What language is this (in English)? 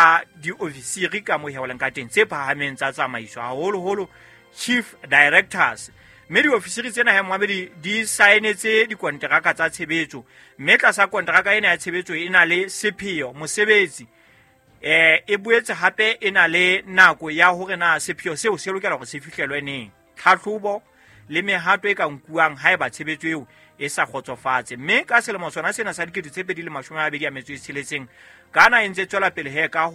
Southern Sotho